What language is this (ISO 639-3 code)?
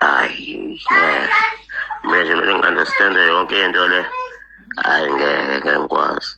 zul